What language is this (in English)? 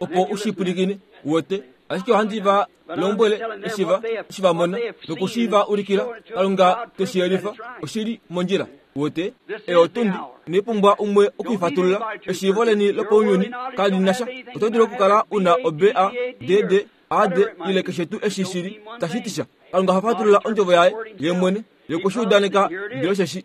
Kuanyama